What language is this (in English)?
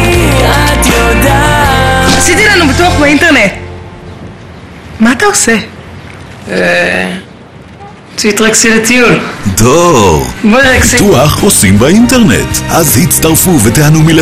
Hebrew